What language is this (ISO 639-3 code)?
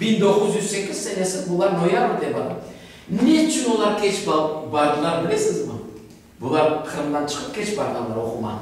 crh